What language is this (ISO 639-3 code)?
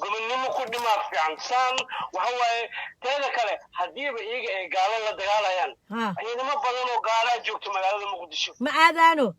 som